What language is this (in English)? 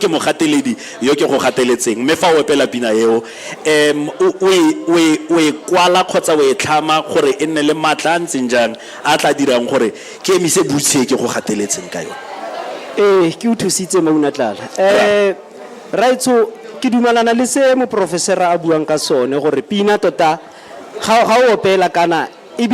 Tswana